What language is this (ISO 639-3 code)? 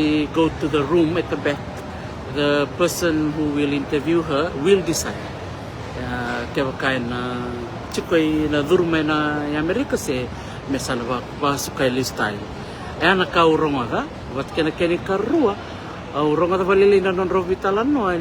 fij